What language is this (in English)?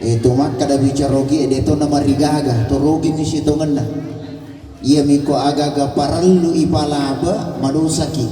Buginese